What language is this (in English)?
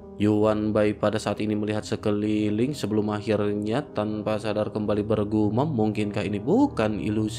Indonesian